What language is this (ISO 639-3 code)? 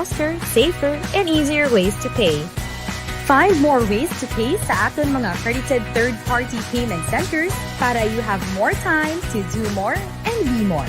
hil